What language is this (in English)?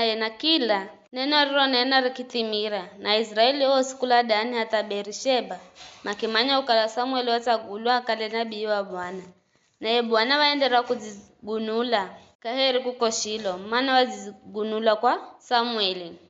Giryama